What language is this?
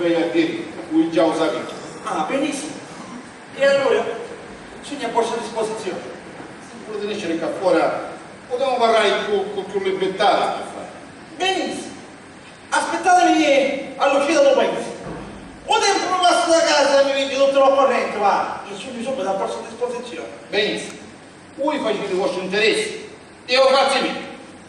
Sicilian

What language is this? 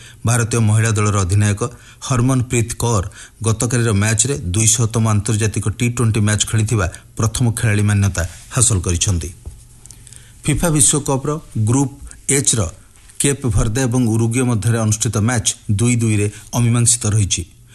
Odia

